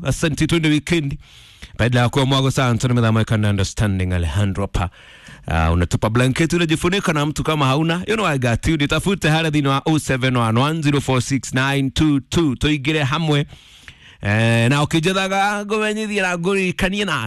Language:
Kikuyu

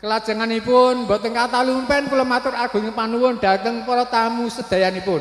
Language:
Javanese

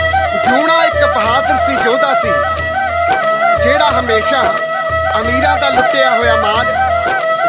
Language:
Punjabi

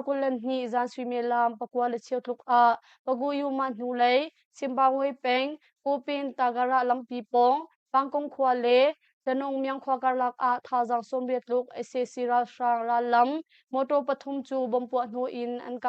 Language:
Hakha Chin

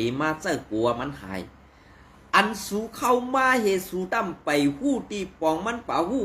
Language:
Shan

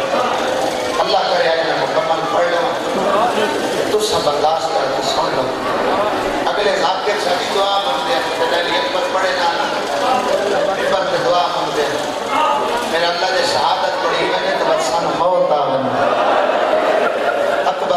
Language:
Urdu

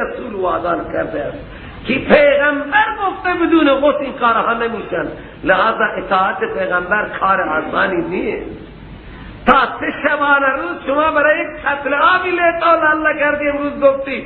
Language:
Persian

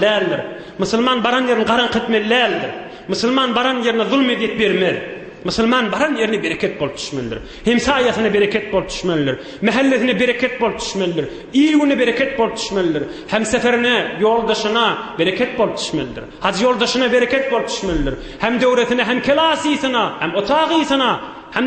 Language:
Turkmen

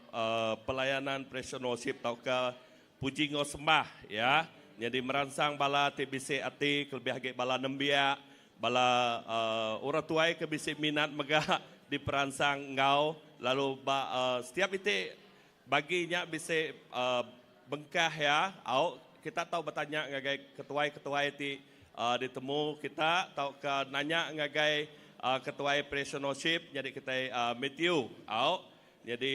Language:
Iban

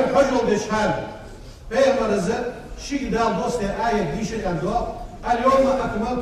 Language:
Ingush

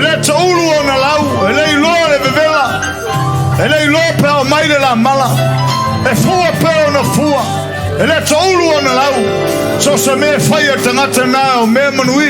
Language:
Samoan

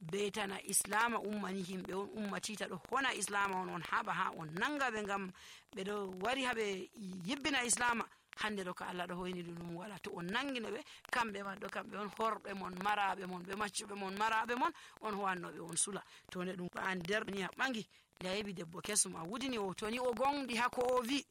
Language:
Nigerian Fulfulde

